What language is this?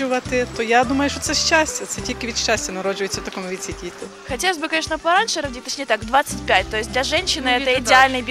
Ukrainian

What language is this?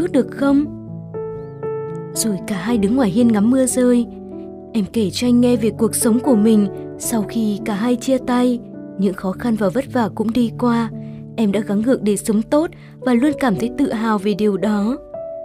Vietnamese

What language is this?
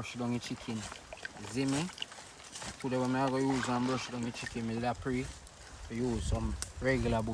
Jamaican Creole English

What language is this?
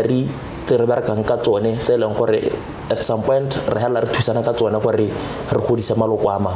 Tswana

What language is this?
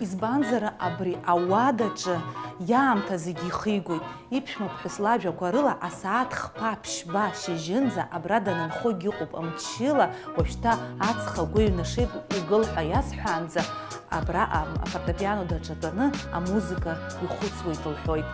Abkhazian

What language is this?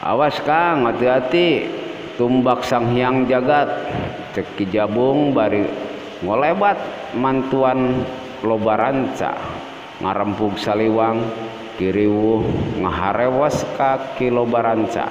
Sundanese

